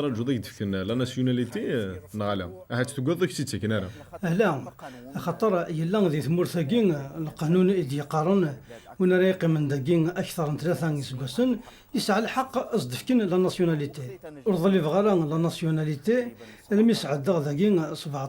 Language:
Kabyle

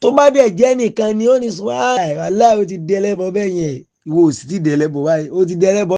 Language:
Yoruba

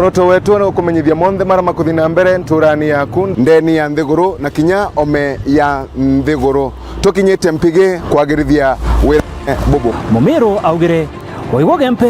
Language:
Meru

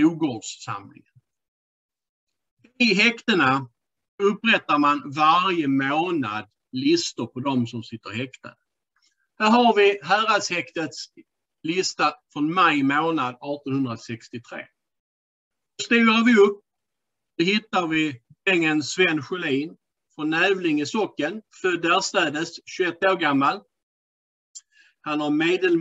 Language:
Swedish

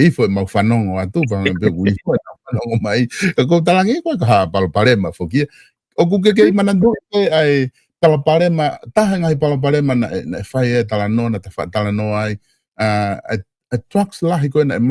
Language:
Tongan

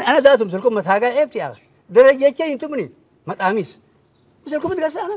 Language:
Tigrinya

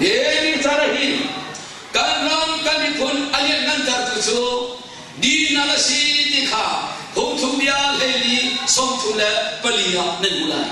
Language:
Hakha Chin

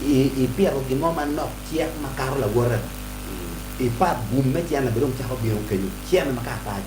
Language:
Acoli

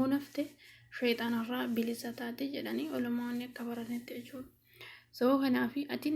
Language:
Oromo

